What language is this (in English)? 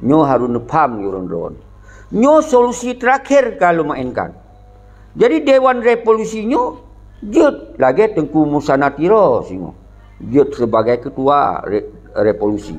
Achinese